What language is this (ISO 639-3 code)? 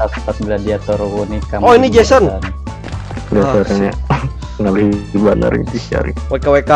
bjn